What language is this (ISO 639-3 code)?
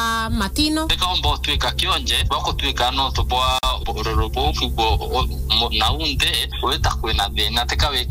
mer